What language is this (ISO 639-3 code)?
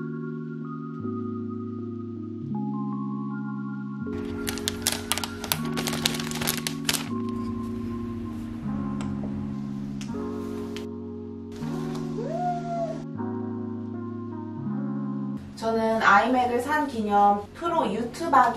kor